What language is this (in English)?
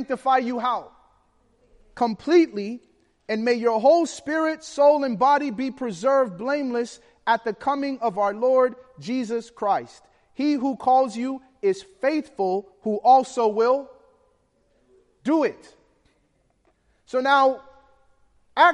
English